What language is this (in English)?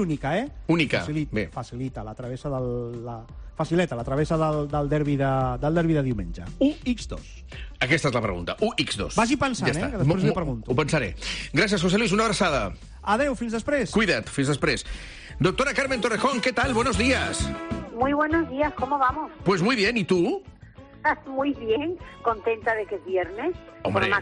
Catalan